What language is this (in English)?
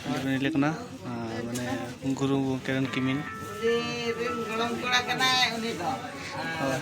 Santali